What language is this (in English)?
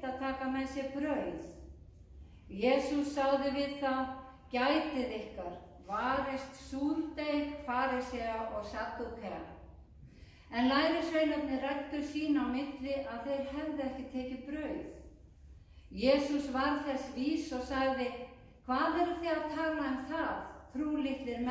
Icelandic